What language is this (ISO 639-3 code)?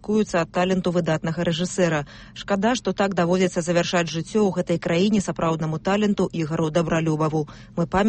bel